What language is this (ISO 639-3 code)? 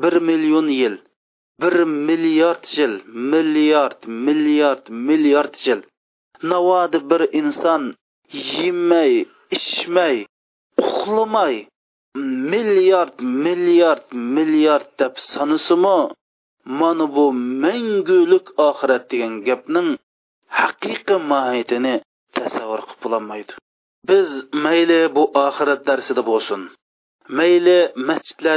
uig